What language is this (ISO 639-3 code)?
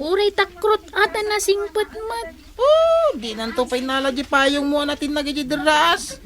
ilo